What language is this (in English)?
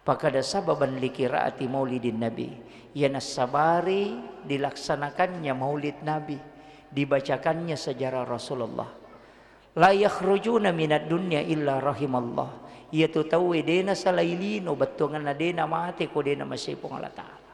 Buginese